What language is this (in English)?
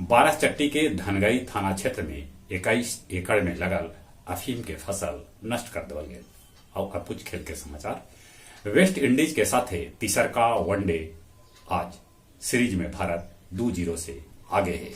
Magahi